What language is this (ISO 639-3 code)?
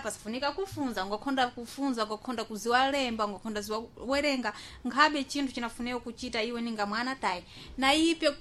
seh